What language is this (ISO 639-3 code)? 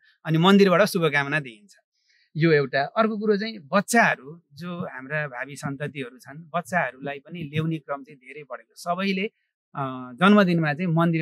nep